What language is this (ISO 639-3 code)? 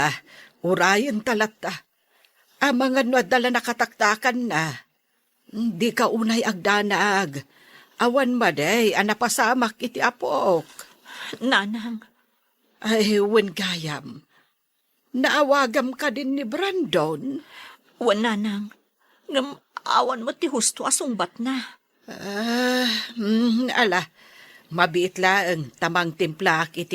ilo